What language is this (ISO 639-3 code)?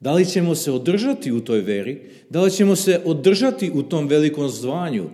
srp